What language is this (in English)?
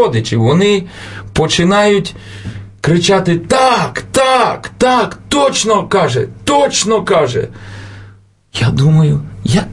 Ukrainian